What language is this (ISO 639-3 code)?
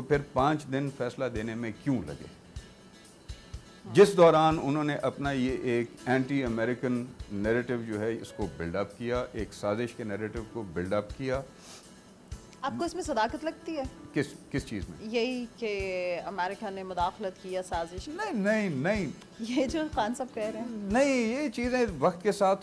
urd